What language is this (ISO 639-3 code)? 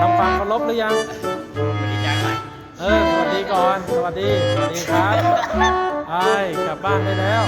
lao